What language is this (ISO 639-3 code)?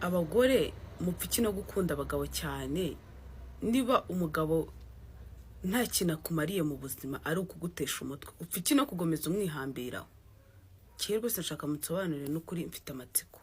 kin